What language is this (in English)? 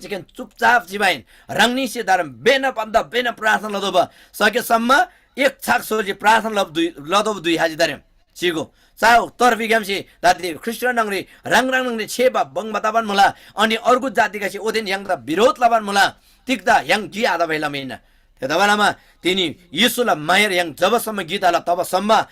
Eastern Tamang